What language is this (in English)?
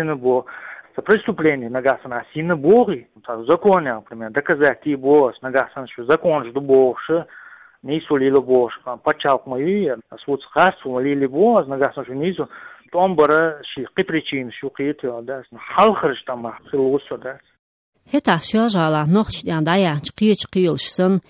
Chechen